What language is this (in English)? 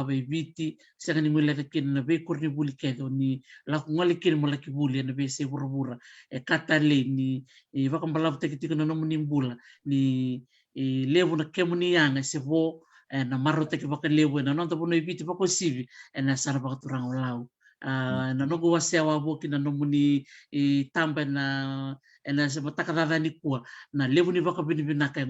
Fijian